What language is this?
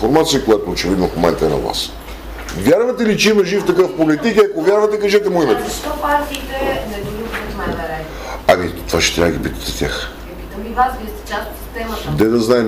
Bulgarian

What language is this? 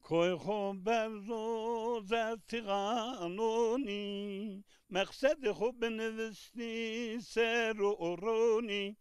Zaza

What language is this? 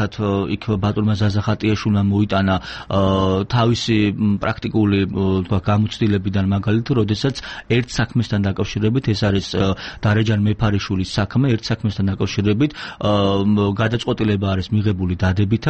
Georgian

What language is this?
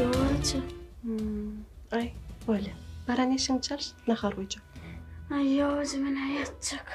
Turkmen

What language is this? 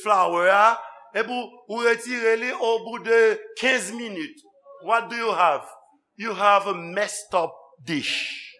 Haitian Creole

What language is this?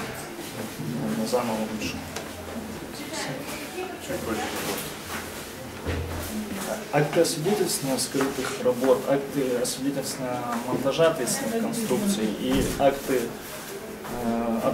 Russian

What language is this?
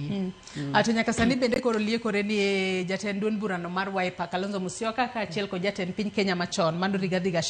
Luo (Kenya and Tanzania)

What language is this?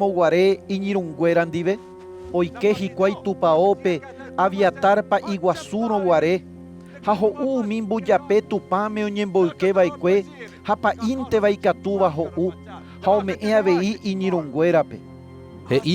Guarani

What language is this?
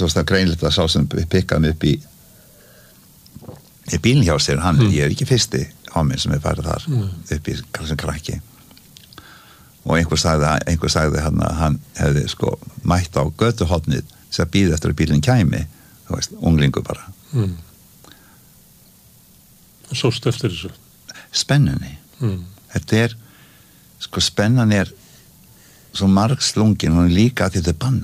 Icelandic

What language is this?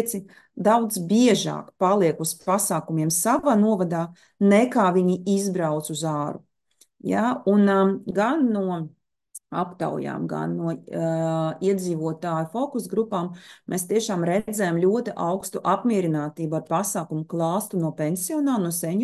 Latvian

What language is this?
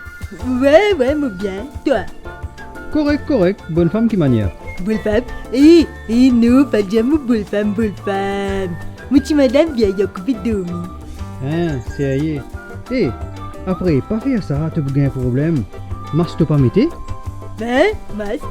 Morisyen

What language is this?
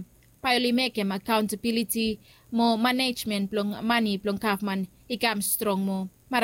Bislama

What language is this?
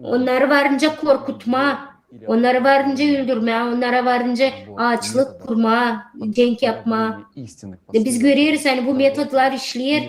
Gagauz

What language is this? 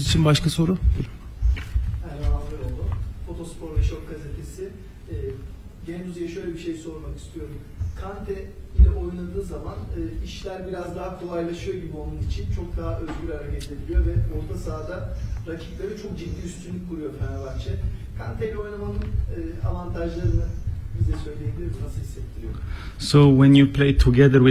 Turkish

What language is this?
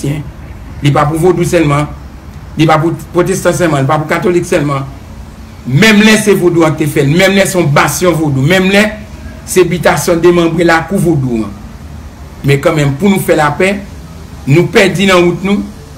Haitian Creole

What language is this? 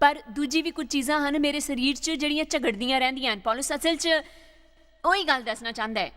Dogri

